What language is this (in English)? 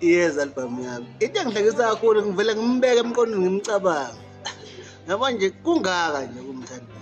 Zulu